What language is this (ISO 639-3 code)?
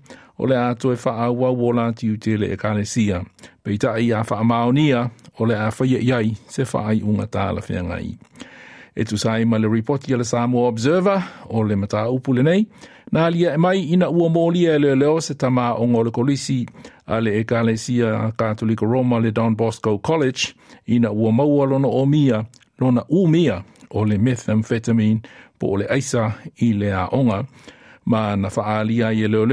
smo